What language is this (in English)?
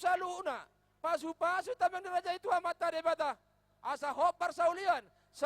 Batak Toba